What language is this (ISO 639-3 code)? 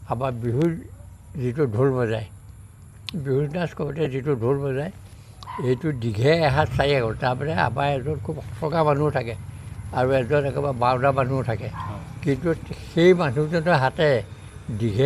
asm